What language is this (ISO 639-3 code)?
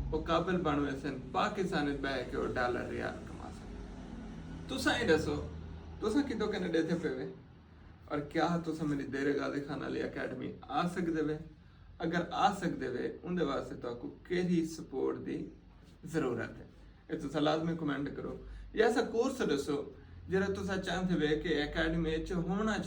skr